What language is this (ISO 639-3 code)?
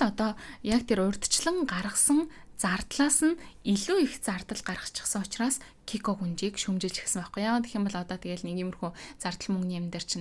mon